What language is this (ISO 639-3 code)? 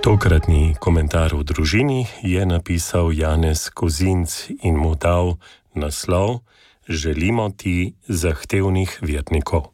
slv